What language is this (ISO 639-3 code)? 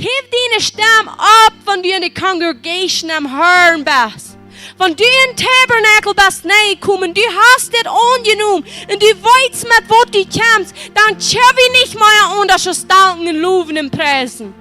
pdt